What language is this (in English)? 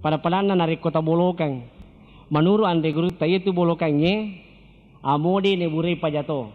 Buginese